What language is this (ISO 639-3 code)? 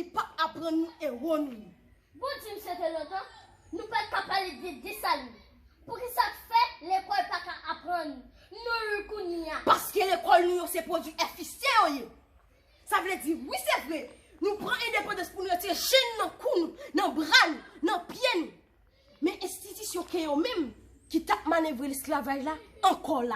hat